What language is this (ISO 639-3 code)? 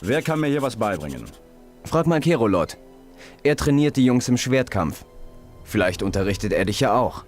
bar